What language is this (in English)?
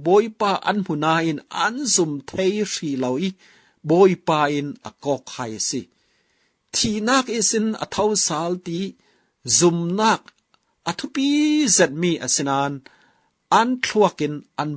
Falam Chin